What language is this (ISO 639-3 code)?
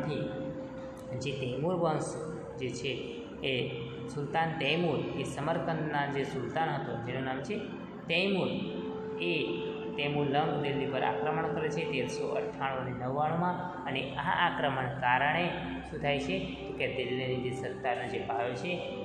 guj